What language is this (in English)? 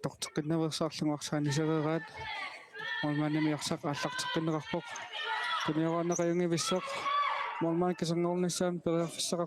Kalaallisut